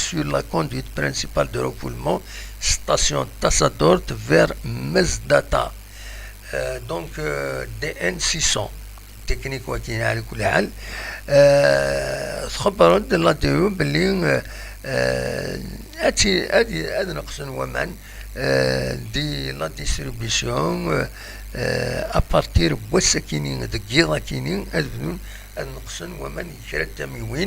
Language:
Kabyle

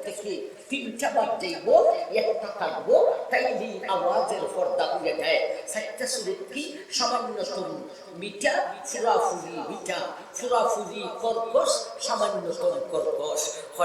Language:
Sylheti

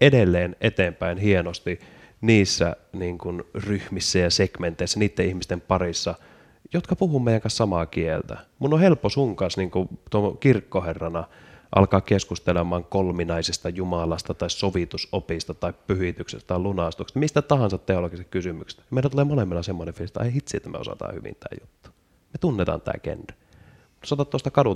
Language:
Finnish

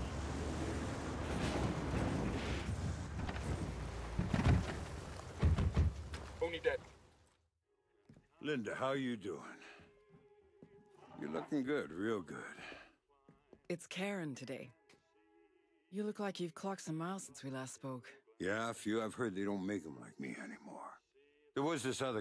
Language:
English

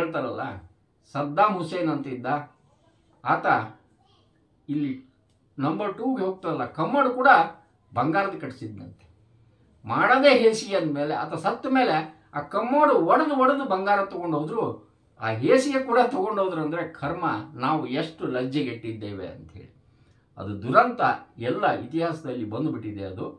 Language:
Kannada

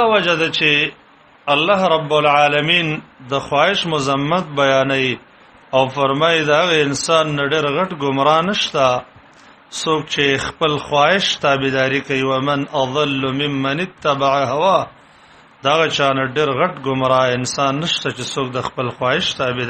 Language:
Pashto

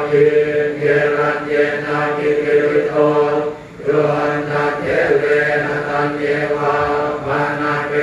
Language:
Pali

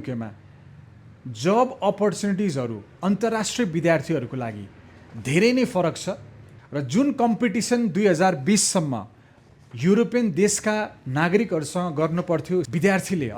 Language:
Nepali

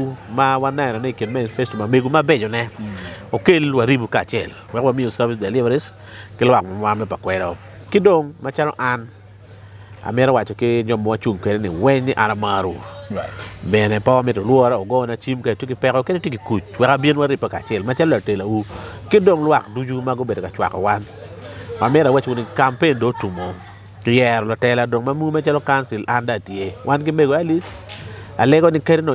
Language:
Acoli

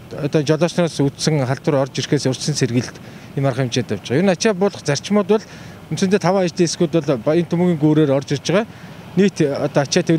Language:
Mongolian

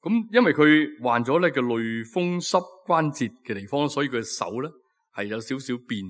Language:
Cantonese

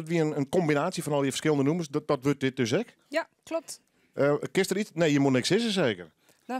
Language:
Western Frisian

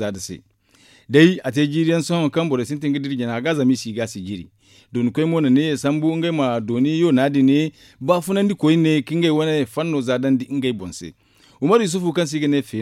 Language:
Zarma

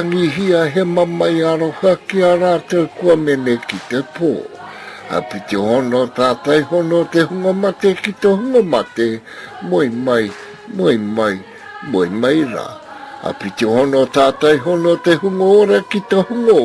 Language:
Māori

